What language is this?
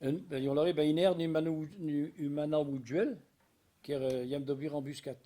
Breton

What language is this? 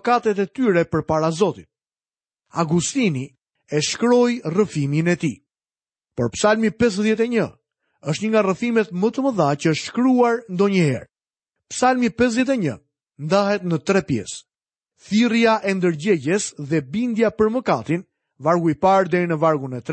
Albanian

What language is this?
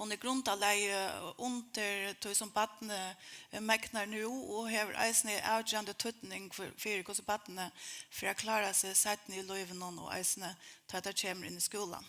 Faroese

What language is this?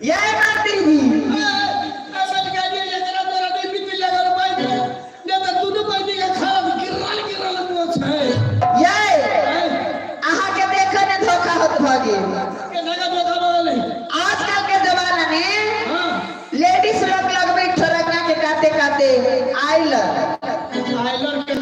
Maithili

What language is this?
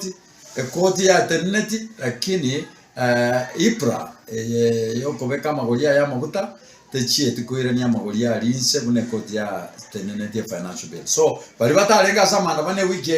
Gusii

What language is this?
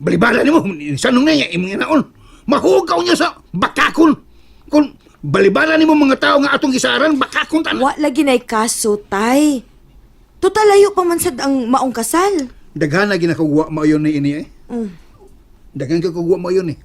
Cebuano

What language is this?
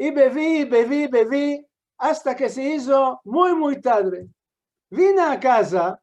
Ladino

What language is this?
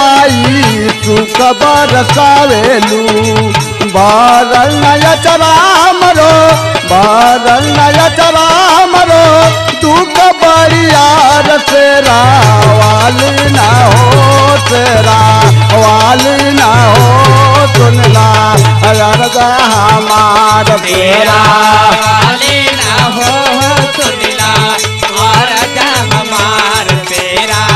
Bhojpuri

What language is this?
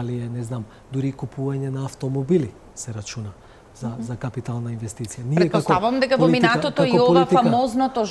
Macedonian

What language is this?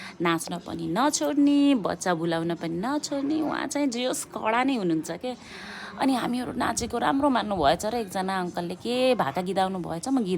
Nepali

